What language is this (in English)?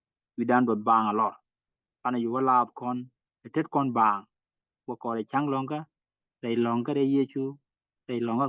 Nuer